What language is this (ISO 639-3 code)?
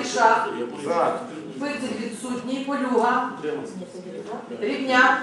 ukr